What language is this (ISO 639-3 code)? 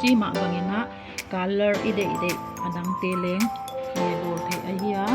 pck